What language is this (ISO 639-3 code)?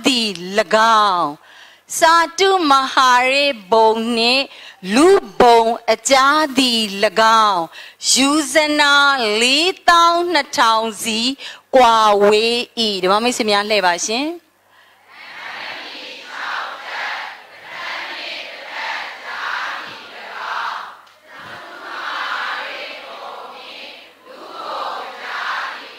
mya